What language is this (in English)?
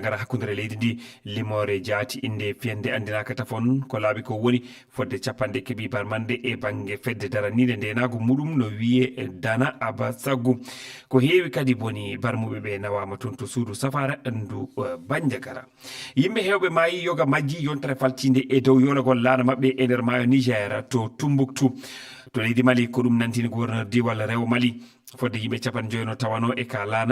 Fula